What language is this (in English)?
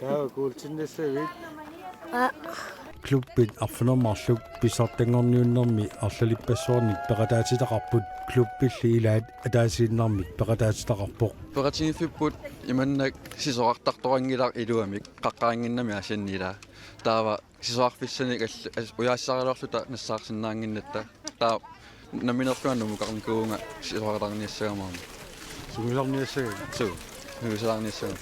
Kalaallisut